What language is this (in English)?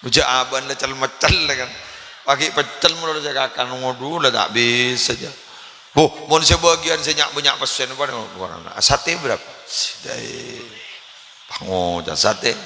Madurese